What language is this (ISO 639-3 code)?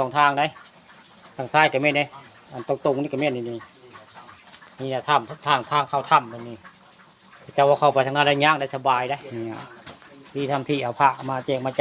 tts